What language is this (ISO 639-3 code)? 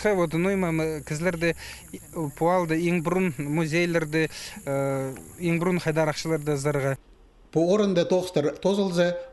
kjh